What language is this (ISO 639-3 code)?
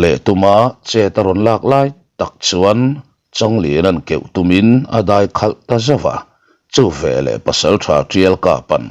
lus